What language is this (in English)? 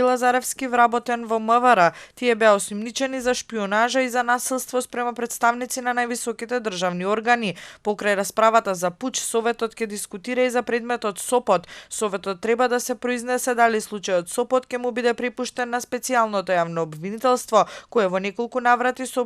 Macedonian